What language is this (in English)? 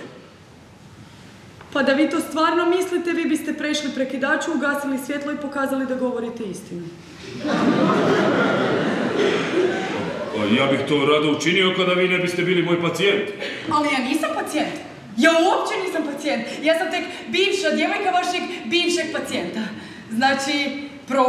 Croatian